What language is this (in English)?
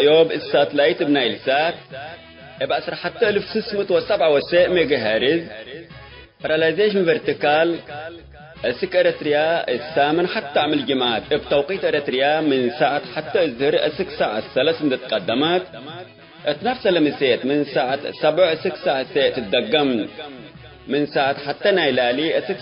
Tigre